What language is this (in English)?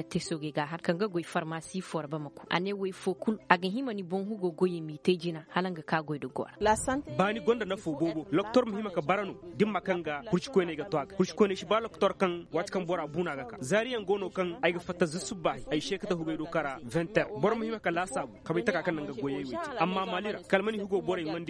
Koyraboro Senni